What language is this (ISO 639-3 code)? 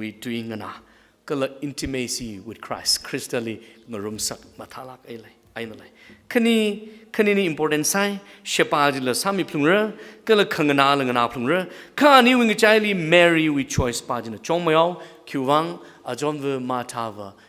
nmf